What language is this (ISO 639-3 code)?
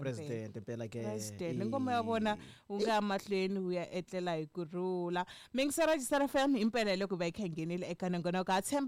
tso